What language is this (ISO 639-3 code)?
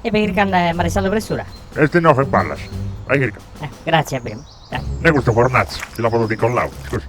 srd